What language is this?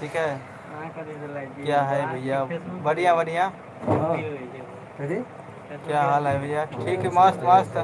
Maithili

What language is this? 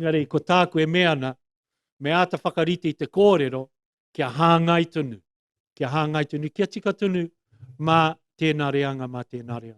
Māori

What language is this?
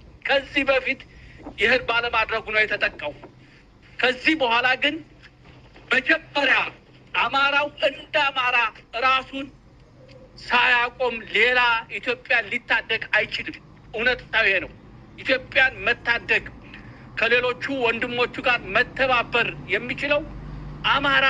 Amharic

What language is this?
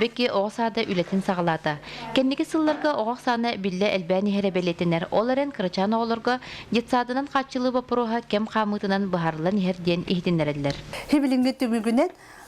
Yakut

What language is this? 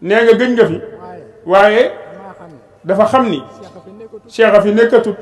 Wolof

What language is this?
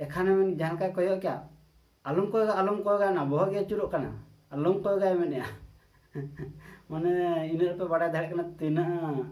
Santali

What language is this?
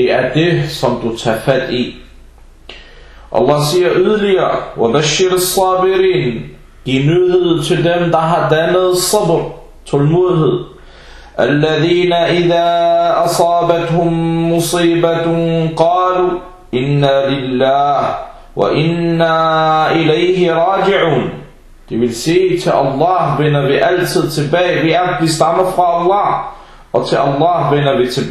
Danish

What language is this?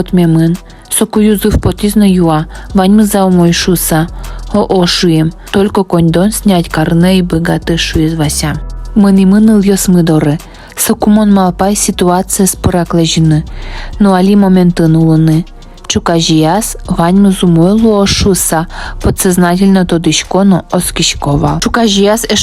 Udmurt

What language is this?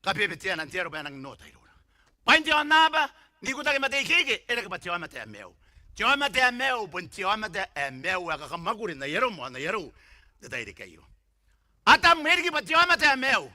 Gilbertese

